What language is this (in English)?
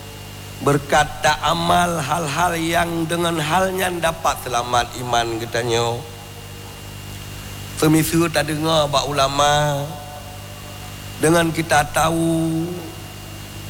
Malay